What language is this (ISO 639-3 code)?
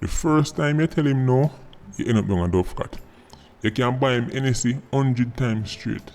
jam